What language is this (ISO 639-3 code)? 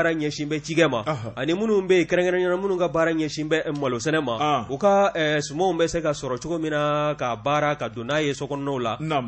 bam